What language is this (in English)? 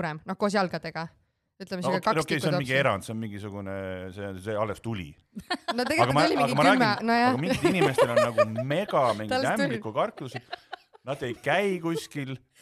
Estonian